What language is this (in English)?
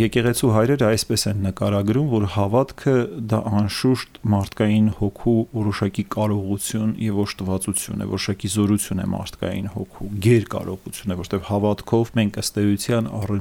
Armenian